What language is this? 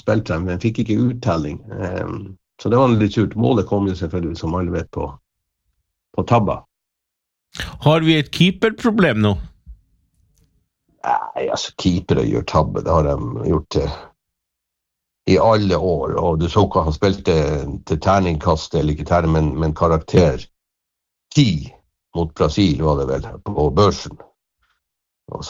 Norwegian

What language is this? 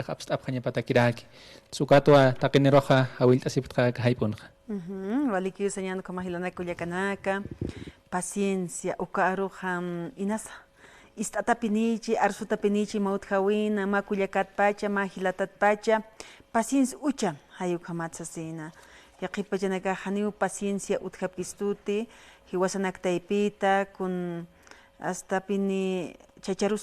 Aymara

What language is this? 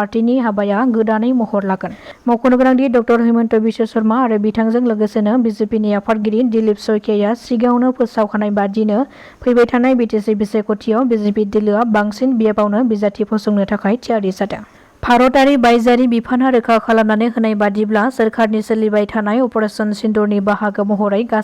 Bodo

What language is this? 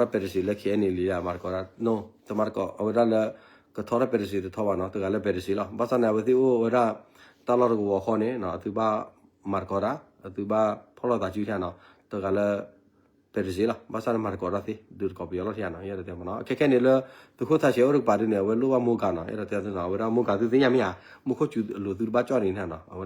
S'gaw Karen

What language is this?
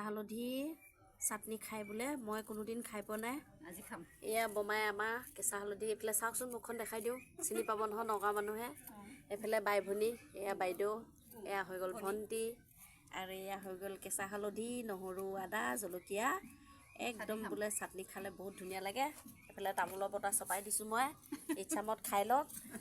Assamese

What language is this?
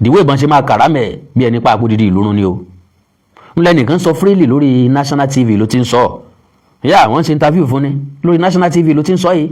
Yoruba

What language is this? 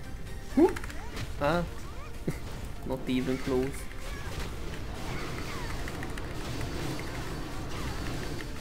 Hungarian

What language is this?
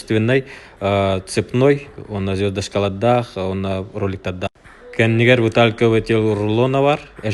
Yakut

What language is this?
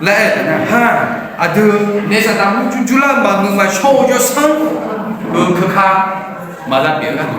Akha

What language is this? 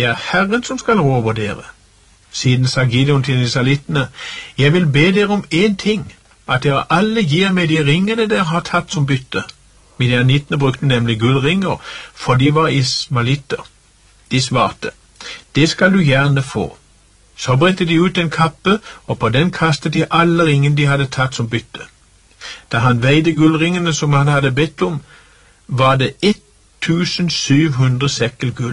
Norwegian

